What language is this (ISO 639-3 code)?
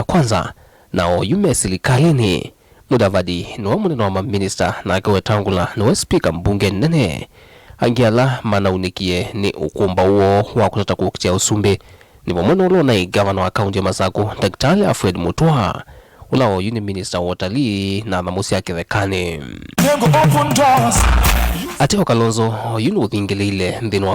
kam